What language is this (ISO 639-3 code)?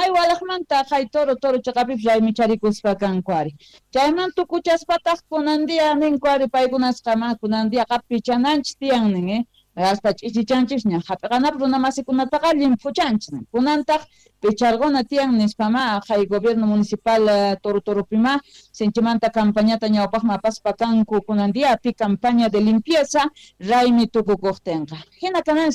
quh